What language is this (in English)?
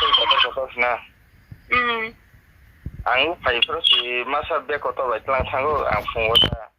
Kok Borok